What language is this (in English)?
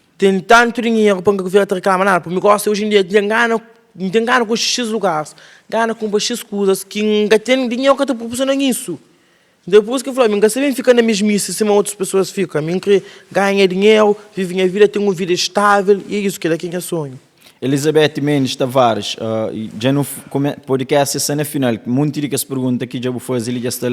Kabuverdianu